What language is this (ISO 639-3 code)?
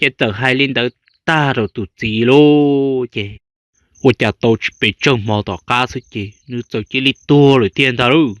hmn